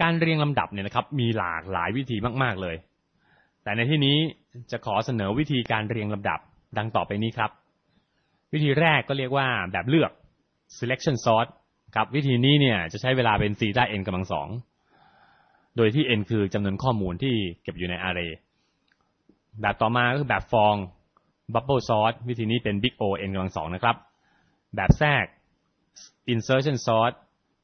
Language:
Thai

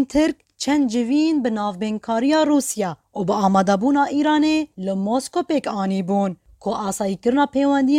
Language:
Kurdish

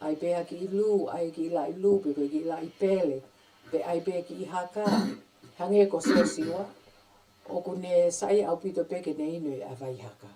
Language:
Tongan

